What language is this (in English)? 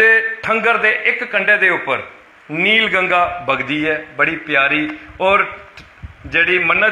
Dogri